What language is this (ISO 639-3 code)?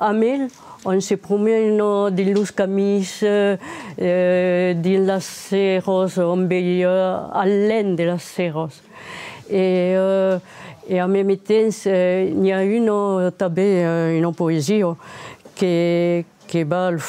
oci